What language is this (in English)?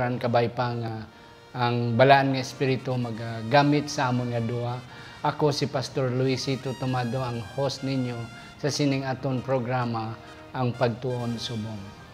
Hiligaynon